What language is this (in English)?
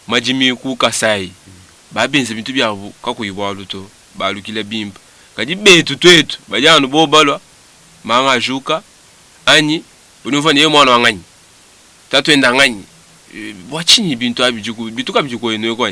Luba-Lulua